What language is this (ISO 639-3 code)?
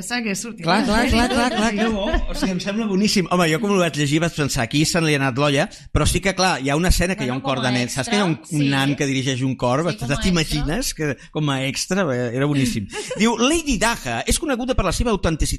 cat